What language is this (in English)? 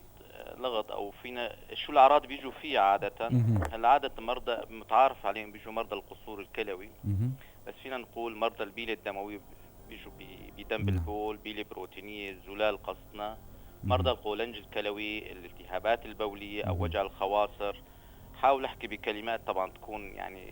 North Levantine Arabic